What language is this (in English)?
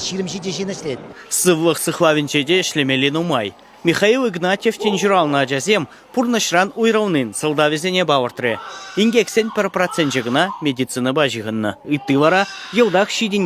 Chuvash